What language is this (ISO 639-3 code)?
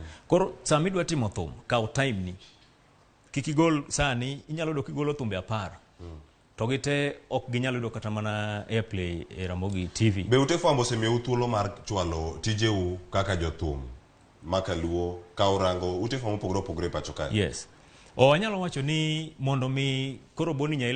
luo